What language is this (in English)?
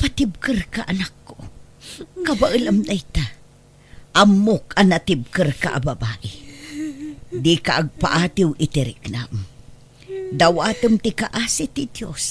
Iloko